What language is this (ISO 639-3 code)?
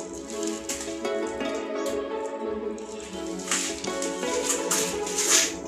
kin